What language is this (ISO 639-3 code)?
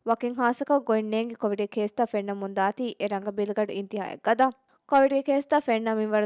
div